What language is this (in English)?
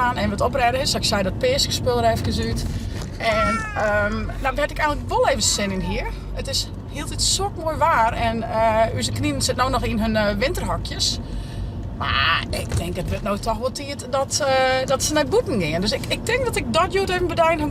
Western Frisian